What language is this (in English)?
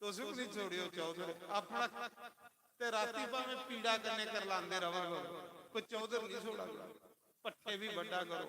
Dogri